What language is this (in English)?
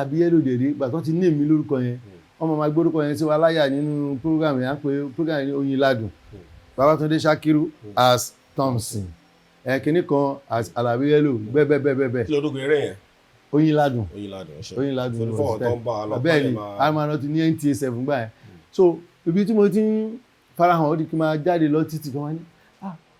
Yoruba